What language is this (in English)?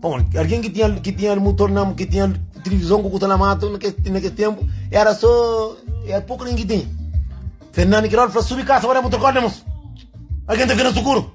Kabuverdianu